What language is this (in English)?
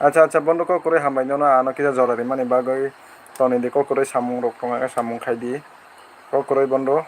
Kok Borok